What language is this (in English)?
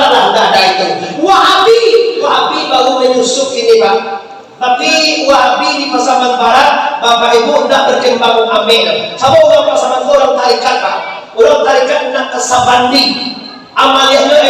Minangkabau